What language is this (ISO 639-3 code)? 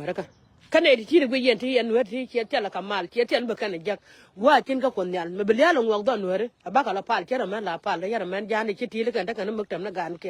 nus